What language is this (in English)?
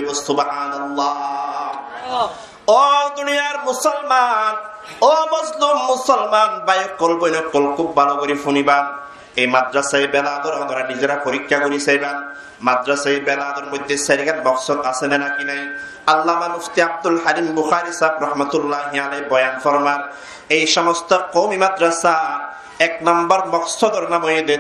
Rohingya